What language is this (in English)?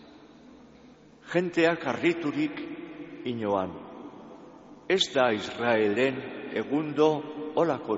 Basque